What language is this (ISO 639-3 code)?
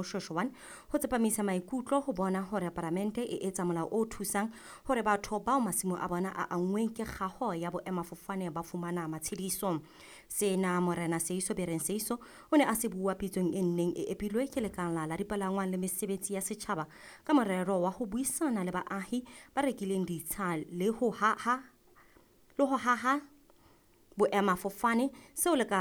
sot